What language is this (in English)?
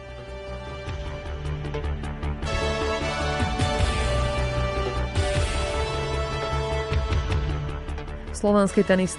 Slovak